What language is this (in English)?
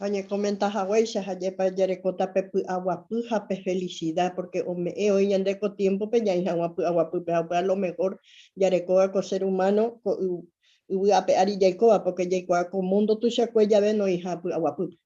Guarani